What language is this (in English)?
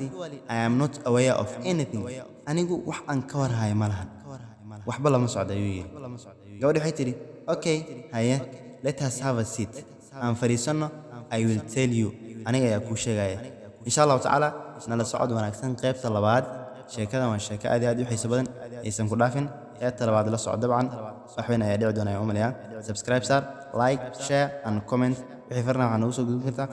Somali